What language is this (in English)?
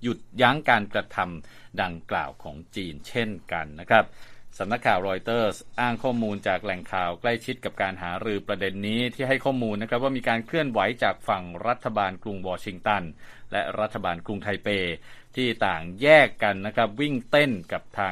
Thai